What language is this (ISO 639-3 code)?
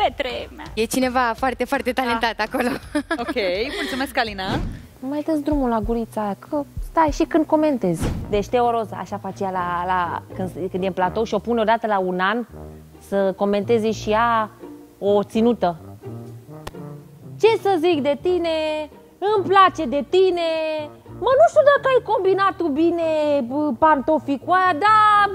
ron